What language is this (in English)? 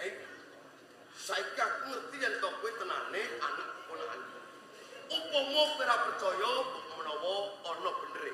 Javanese